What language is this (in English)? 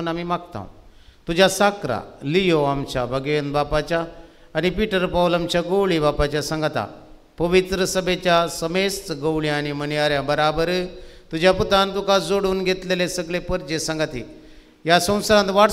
Konkani